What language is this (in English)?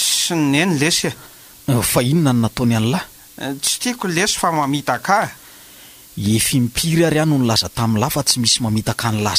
Malagasy